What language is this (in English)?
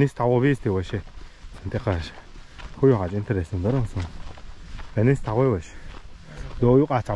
Chechen